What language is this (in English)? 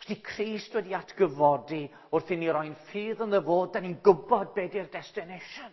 Welsh